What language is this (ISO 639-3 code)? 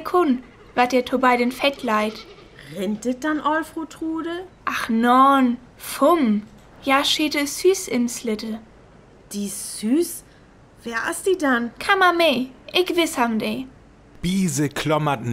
frr